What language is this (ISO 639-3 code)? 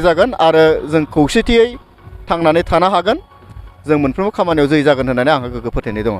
brx